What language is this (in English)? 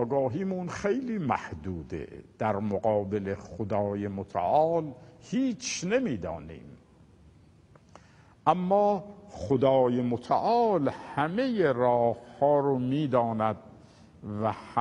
Persian